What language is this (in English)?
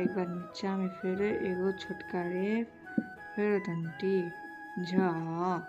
Maithili